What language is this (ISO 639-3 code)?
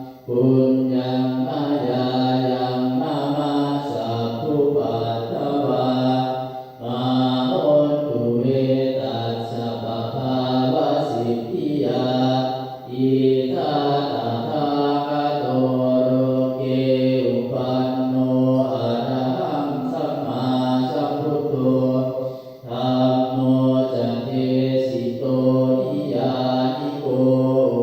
pli